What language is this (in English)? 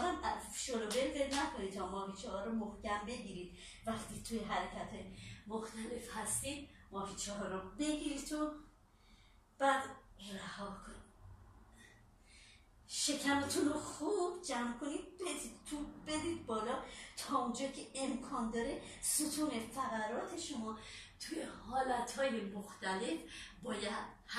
Persian